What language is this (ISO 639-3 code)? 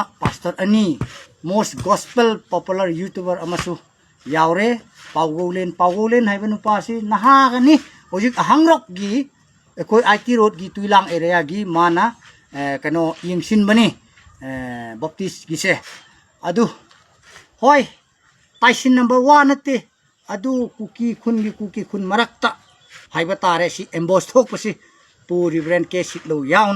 mni